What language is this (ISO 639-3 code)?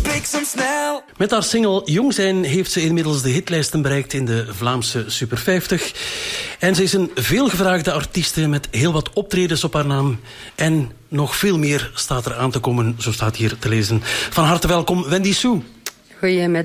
nld